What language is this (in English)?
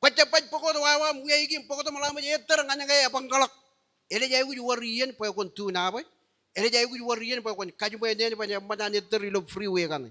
Marshallese